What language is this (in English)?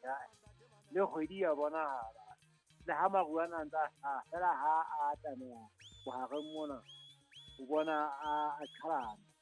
Southern Sotho